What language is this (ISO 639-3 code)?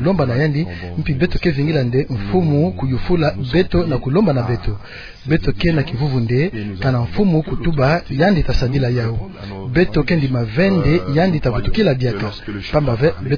ktu